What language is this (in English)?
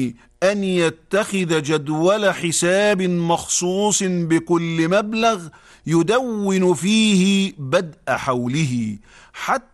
Arabic